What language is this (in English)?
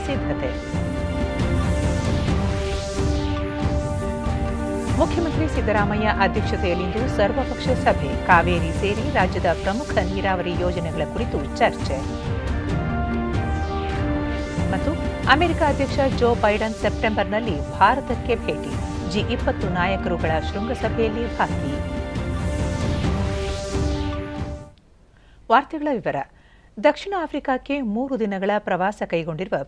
Kannada